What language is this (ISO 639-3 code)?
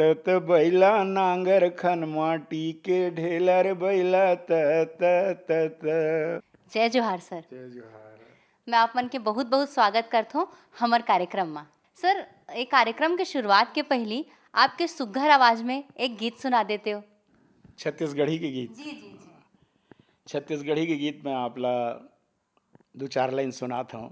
hne